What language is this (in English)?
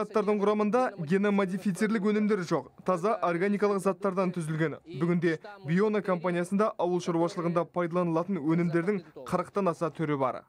Kazakh